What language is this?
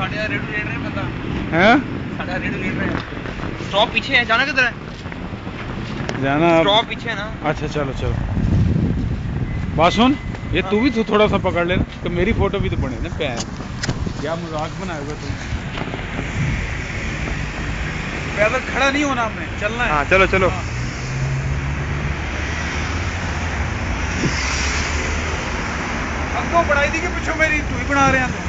Hindi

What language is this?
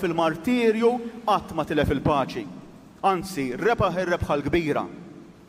Maltese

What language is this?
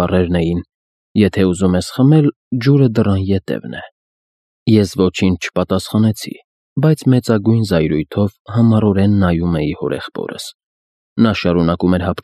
Armenian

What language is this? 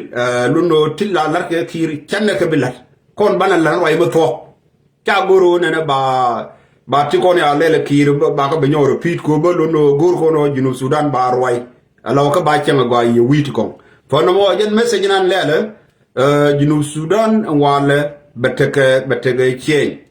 Nuer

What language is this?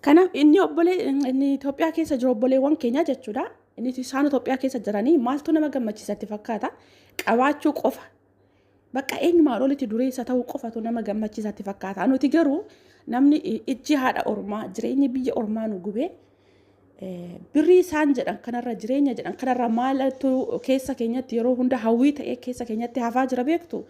Oromo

